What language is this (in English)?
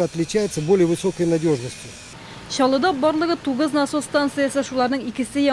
Tatar